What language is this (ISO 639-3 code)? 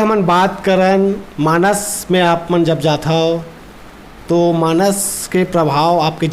hne